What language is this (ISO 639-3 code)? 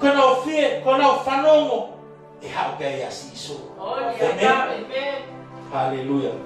ton